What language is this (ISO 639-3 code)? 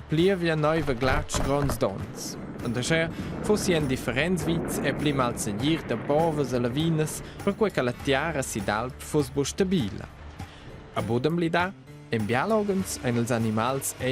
roh